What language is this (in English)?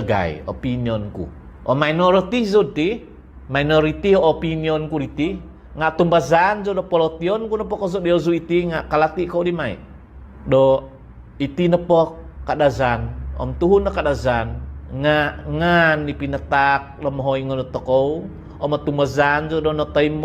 Central Dusun